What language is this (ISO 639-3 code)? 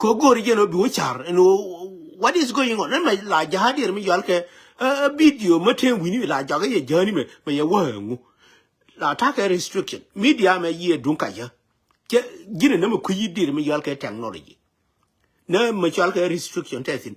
nus